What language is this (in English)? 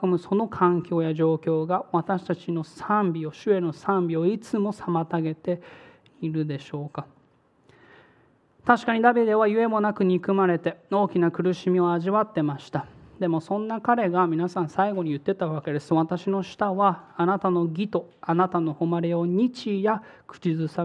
Japanese